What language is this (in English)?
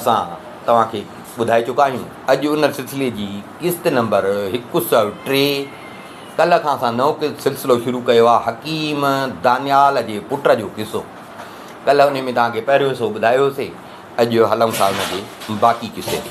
Sindhi